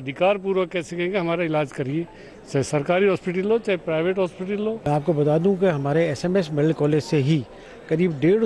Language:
Hindi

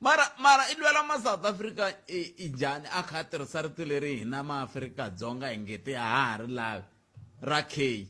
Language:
Tsonga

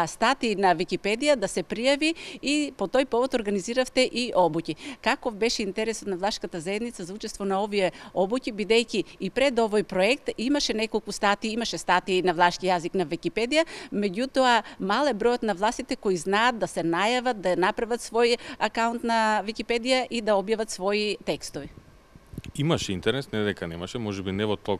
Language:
Macedonian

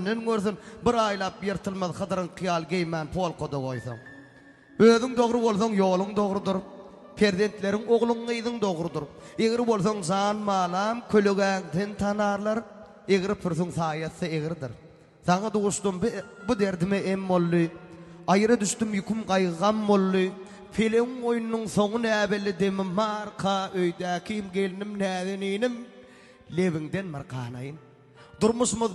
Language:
Turkmen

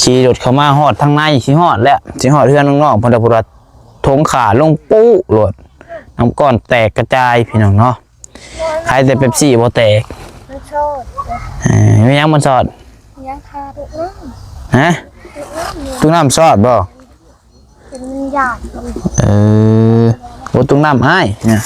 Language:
Northeastern Thai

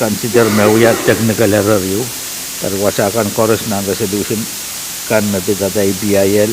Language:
Pohnpeian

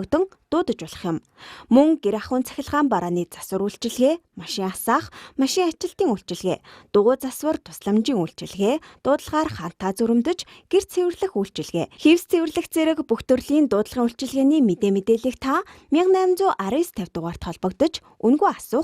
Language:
Mongolian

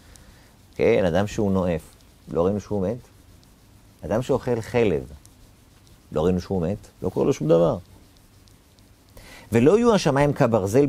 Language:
Hebrew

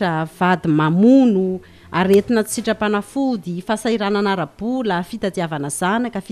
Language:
Malagasy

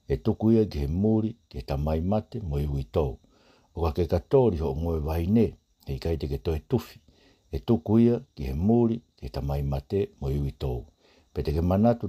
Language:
Tongan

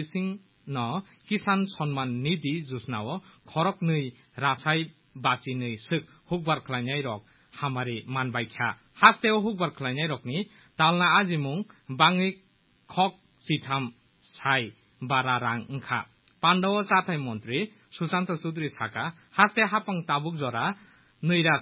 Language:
Kok Borok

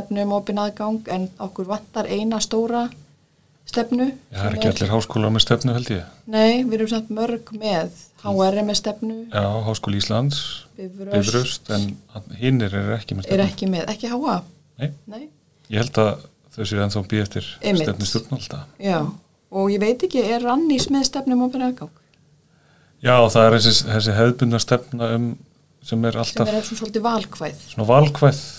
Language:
Icelandic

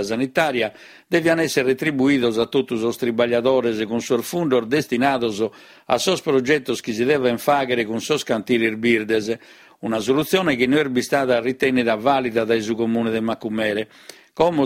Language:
Sardinian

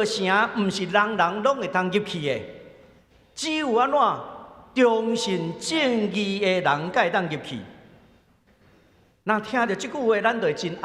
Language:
Min Nan Chinese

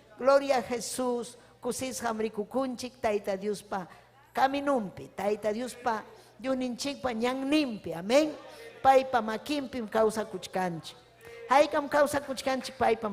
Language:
Ayacucho Quechua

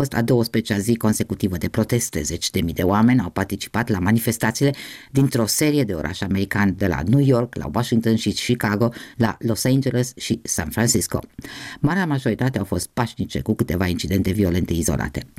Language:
Romanian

